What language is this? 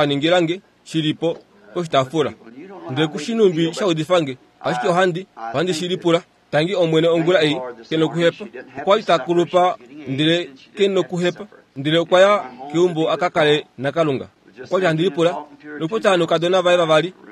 Kuanyama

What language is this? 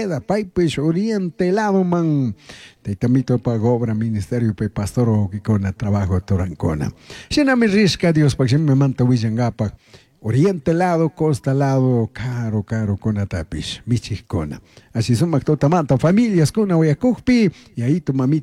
Chimborazo Highland Quichua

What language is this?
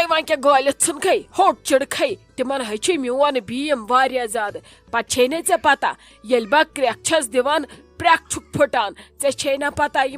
Kashmiri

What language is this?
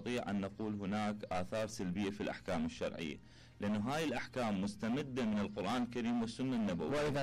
Mesopotamian Arabic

